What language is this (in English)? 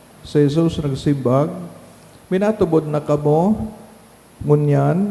Bikol